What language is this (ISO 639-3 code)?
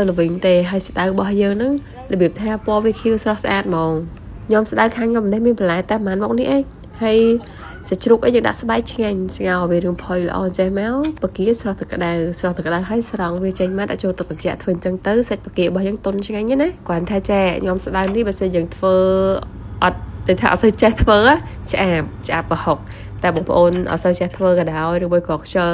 khm